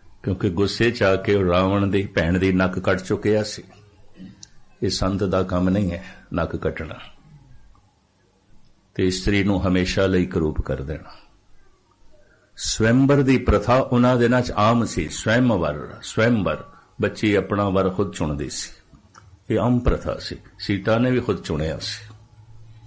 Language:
Punjabi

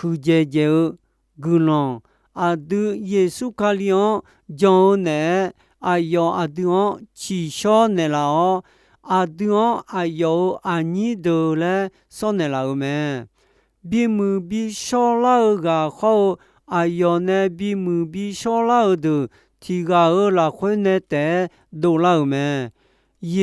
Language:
Akha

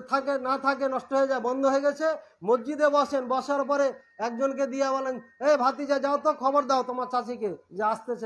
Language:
Bangla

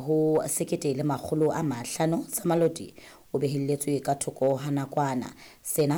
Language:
Southern Sotho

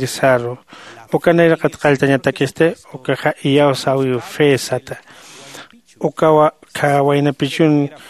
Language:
Aymara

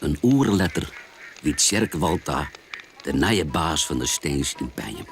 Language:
Western Frisian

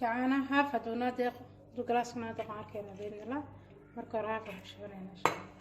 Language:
Somali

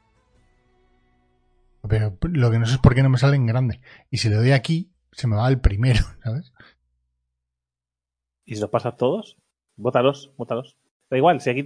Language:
Spanish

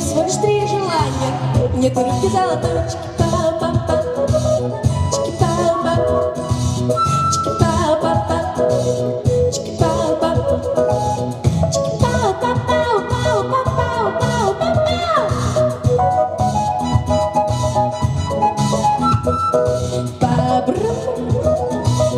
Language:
Russian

